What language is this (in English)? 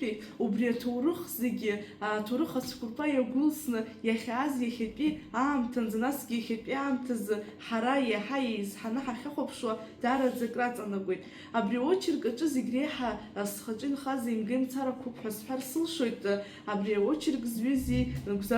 Abkhazian